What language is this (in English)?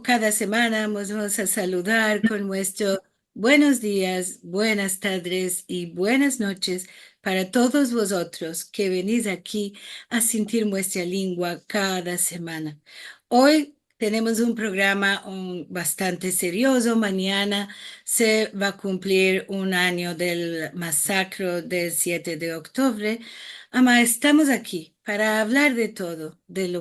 Ladino